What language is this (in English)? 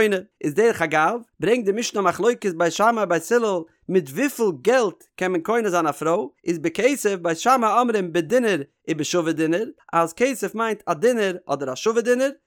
Yiddish